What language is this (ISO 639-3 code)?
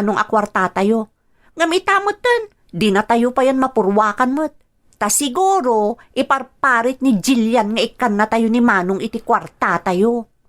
ilo